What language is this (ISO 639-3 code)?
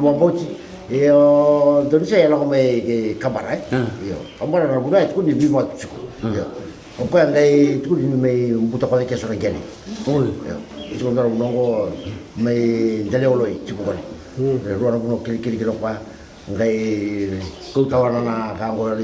fij